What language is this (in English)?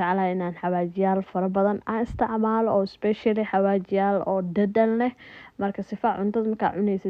Somali